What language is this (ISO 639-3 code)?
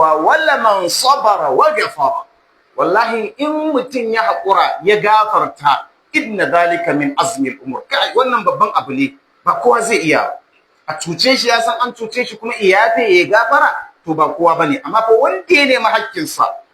hau